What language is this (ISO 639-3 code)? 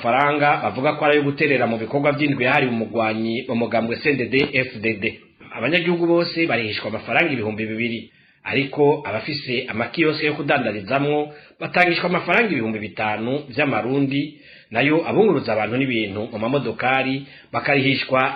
run